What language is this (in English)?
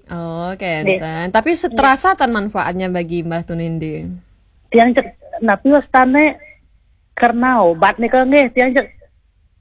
Balinese